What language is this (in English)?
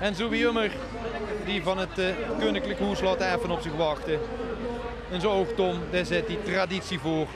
Limburgish